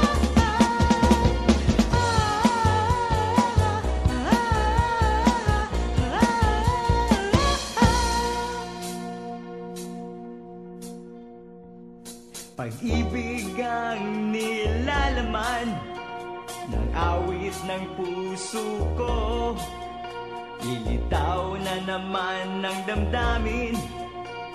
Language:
Filipino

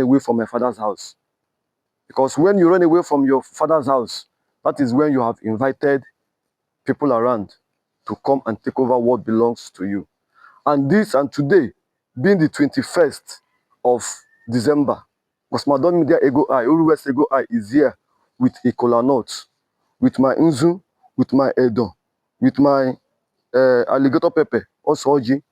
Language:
Igbo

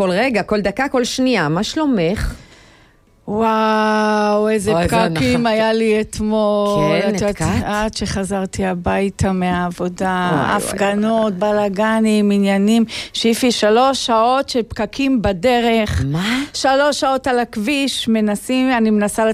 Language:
Hebrew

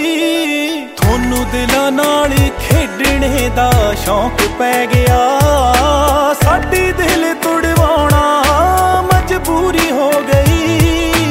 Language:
Punjabi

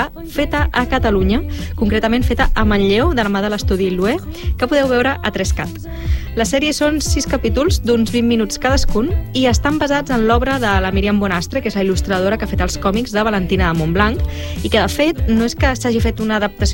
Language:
Catalan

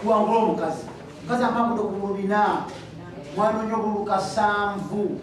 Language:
Ganda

